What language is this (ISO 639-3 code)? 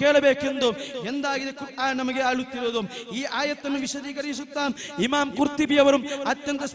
kan